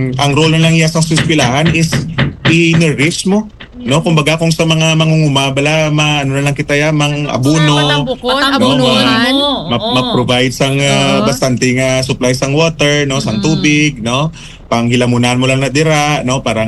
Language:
Hiligaynon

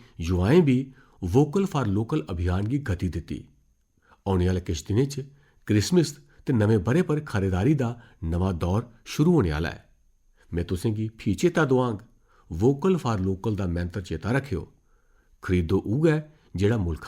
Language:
Dogri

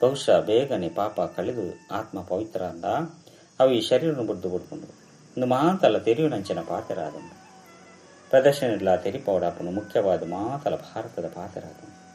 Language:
Tulu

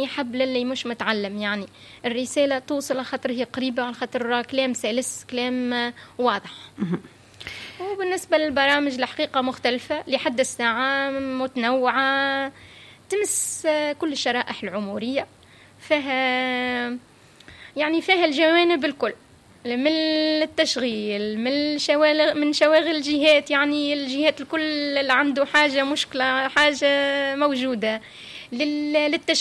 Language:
Tunisian Arabic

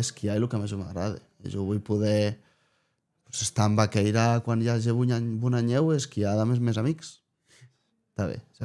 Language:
Occitan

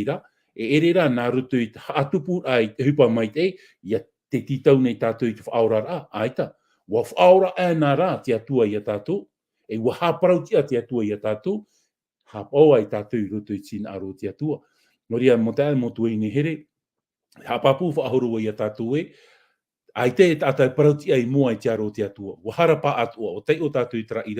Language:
Tahitian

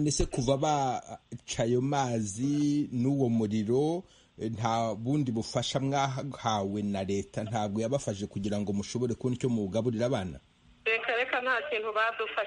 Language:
Kinyarwanda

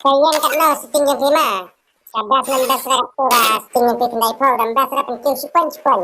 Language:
Khasi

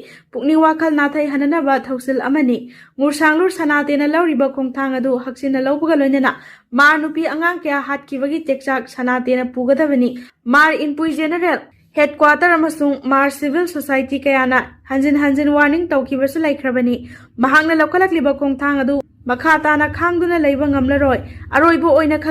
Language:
Manipuri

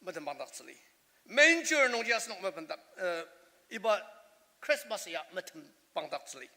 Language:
Ao Naga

